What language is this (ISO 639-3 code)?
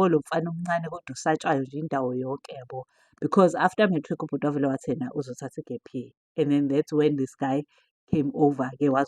zul